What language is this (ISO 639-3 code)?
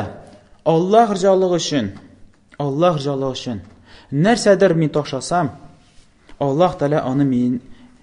tat